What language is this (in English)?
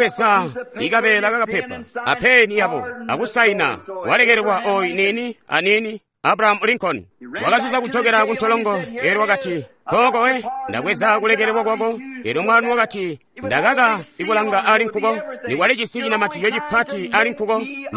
Tonga (Zambia)